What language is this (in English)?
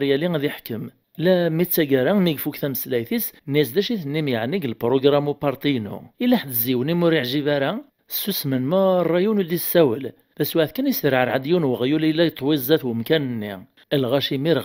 Kabyle